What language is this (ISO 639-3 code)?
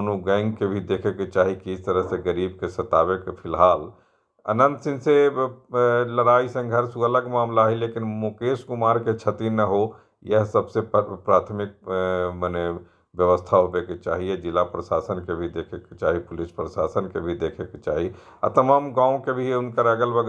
mag